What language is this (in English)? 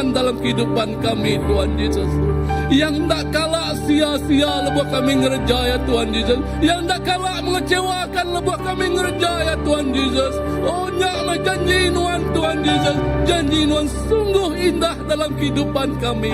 Iban